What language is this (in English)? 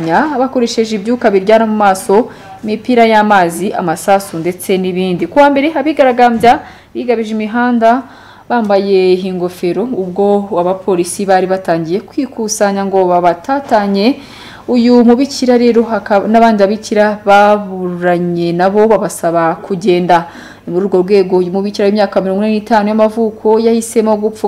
Kinyarwanda